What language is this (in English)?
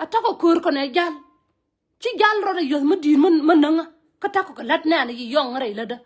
Nuer